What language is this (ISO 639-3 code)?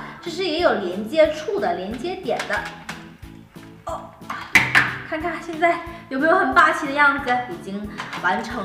zho